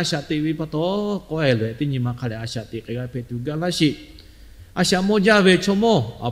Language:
Lahu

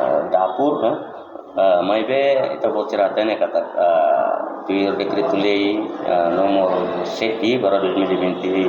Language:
Tetum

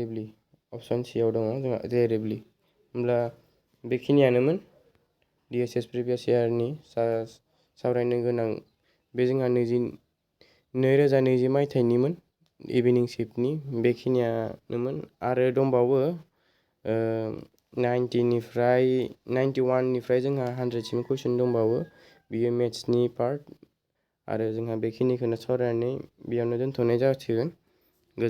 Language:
Bodo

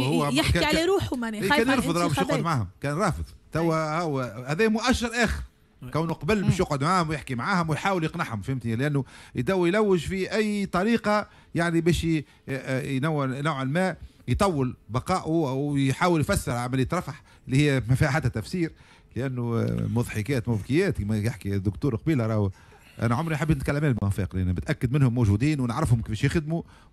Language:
Tunisian Arabic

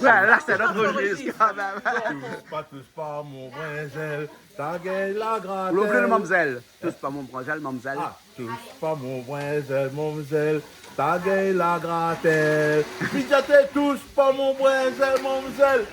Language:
Réunion Creole French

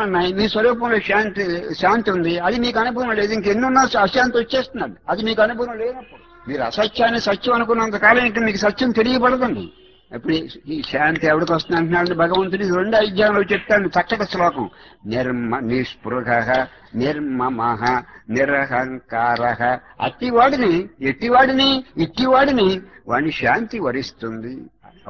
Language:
Telugu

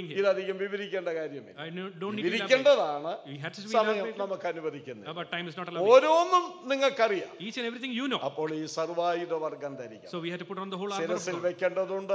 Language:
Malayalam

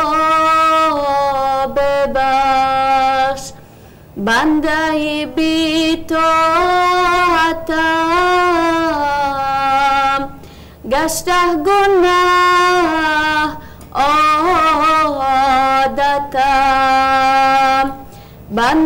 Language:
Persian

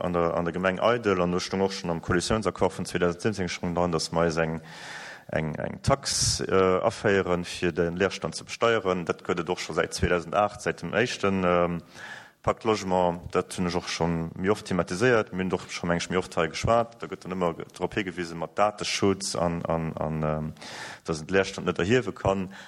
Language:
Luxembourgish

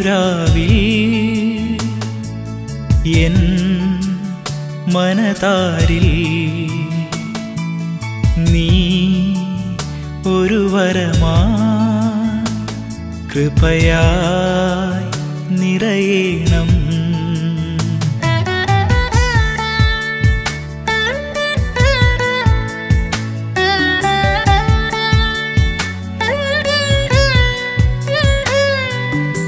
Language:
Malayalam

